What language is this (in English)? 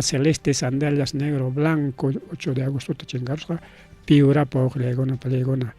Ayacucho Quechua